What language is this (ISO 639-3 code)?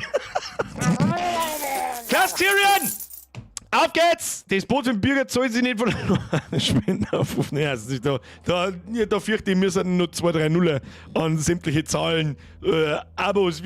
bar